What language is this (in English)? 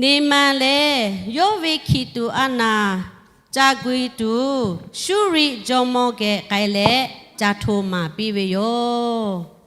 Lahu